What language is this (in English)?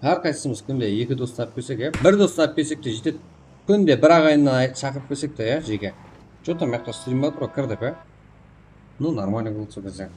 Kara-Kalpak